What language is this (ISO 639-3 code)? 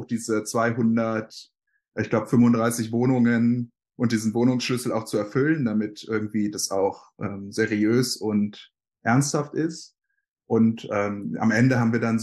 deu